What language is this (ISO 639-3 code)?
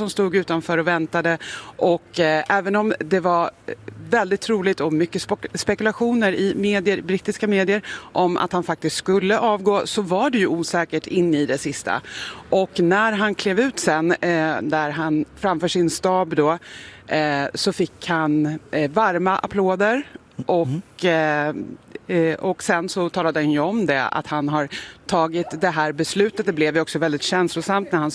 swe